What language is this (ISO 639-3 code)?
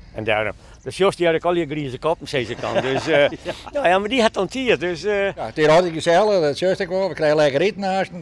fry